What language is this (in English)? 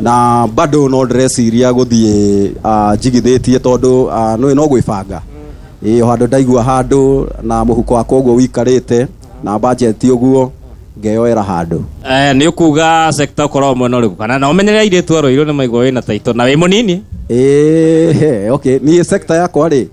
Kikuyu